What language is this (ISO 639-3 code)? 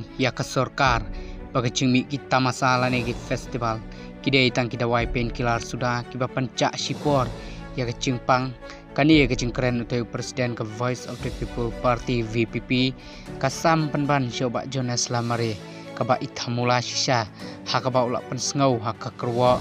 kha